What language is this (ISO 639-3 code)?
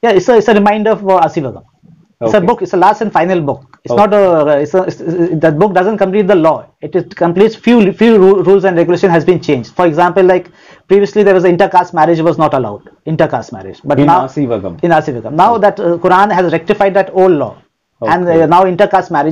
eng